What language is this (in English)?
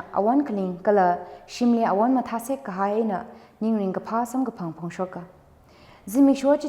Tangkhul Naga (India)